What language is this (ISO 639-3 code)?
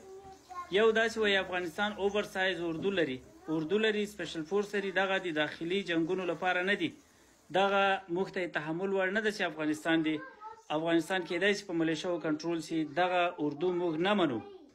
pus